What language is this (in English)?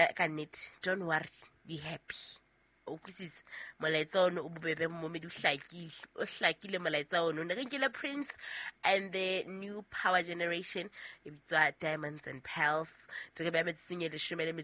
Southern Sotho